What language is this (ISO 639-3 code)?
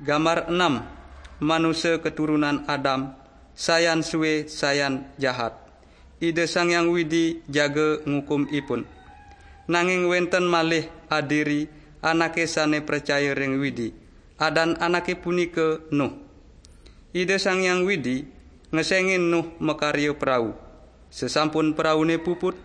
ban